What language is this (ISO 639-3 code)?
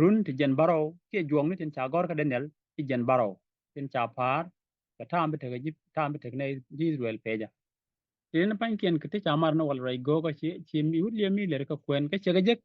nus